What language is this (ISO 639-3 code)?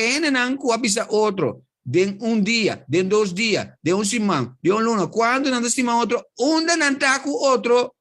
pap